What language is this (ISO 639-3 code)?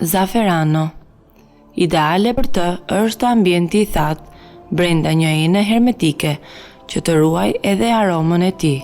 sqi